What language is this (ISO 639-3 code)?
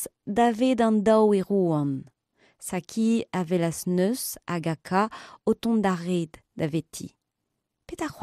bre